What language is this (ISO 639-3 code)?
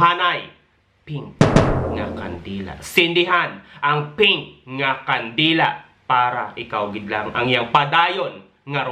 hil